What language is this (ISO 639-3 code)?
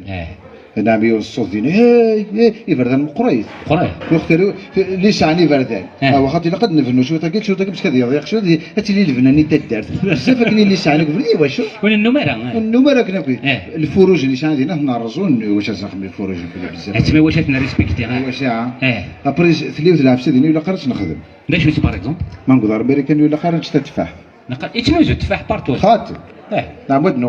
kab